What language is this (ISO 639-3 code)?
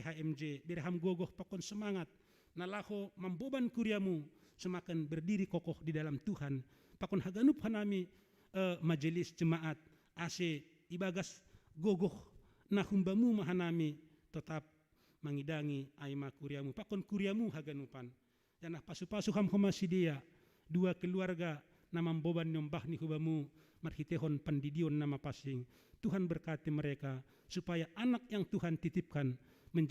bts